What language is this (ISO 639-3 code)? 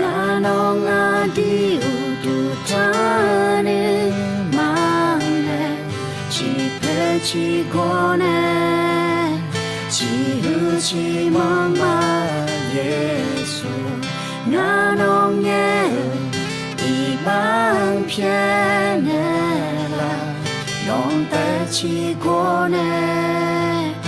ahk